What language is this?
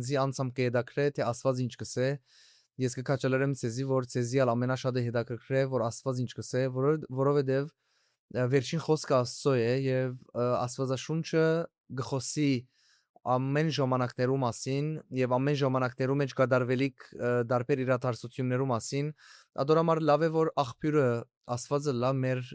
Western Armenian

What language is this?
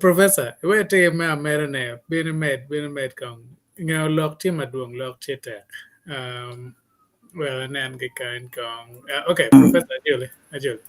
Acoli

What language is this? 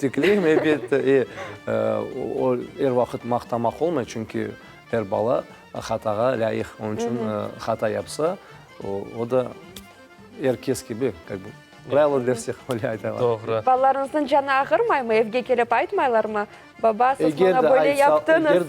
Crimean Tatar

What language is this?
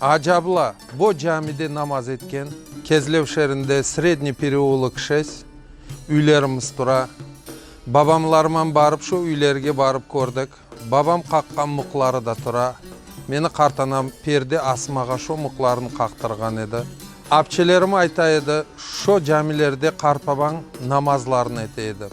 Crimean Tatar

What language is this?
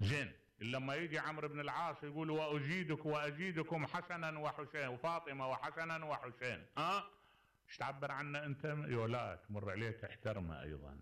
Mesopotamian Arabic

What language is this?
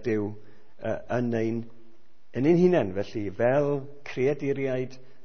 Welsh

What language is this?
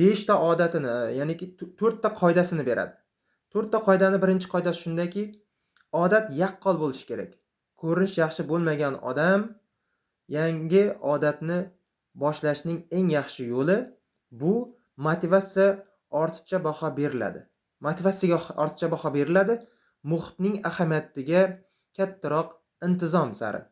Uzbek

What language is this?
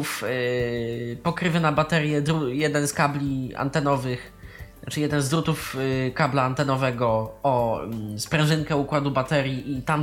Polish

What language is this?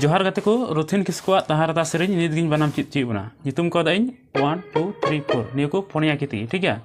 Santali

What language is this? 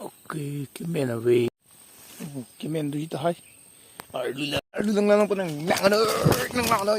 Karbi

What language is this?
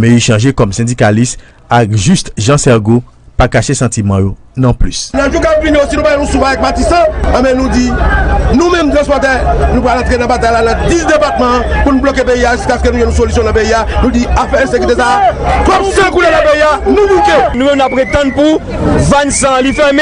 Haitian Creole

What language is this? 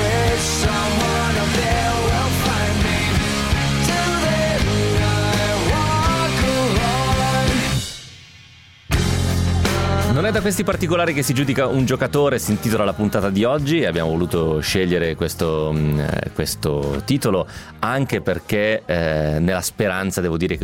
Italian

